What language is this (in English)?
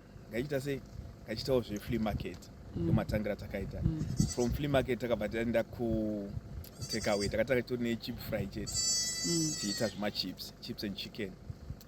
Shona